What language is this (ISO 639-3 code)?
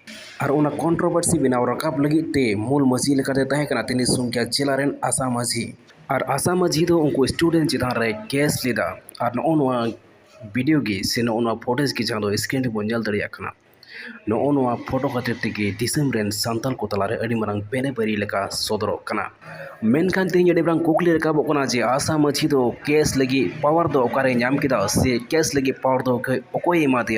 sat